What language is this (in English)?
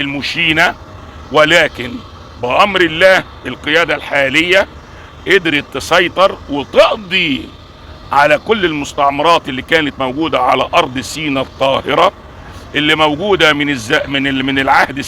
Egyptian Arabic